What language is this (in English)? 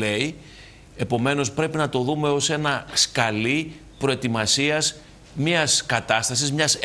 Greek